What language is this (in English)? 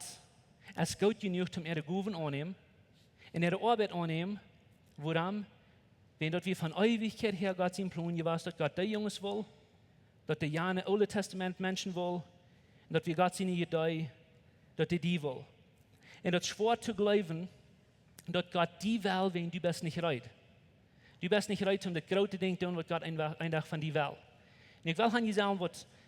Plautdietsch